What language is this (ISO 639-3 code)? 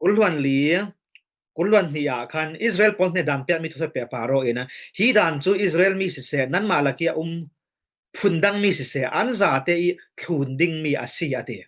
cfm